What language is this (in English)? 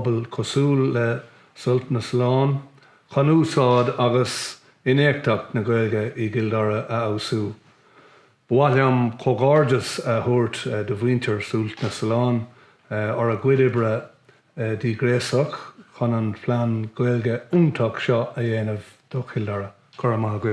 Irish